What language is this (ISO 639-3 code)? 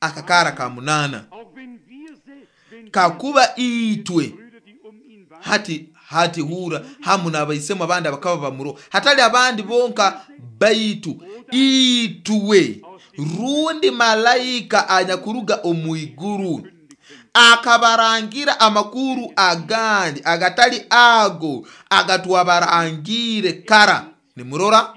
nyo